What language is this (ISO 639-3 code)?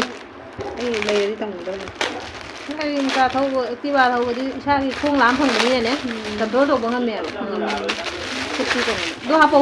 mni